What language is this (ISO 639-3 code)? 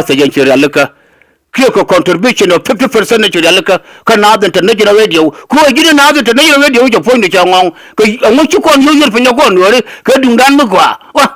nus